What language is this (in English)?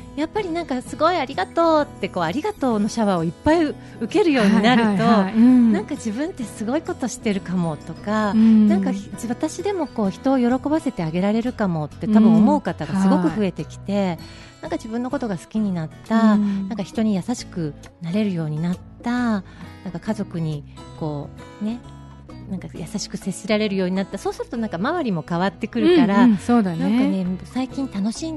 Japanese